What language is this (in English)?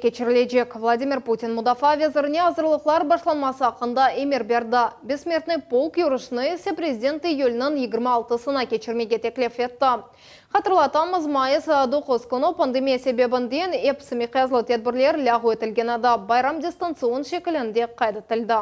Crimean Tatar